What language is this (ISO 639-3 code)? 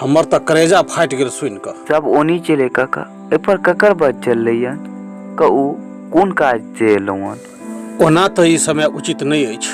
mai